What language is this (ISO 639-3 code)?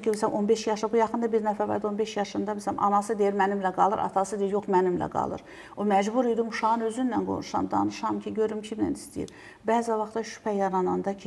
aze